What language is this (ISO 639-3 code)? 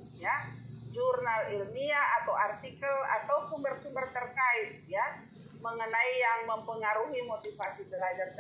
ind